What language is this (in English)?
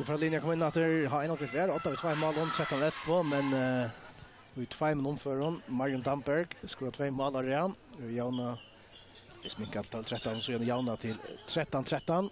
Faroese